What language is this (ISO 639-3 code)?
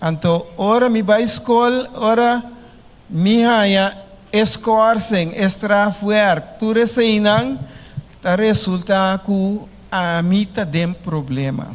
pap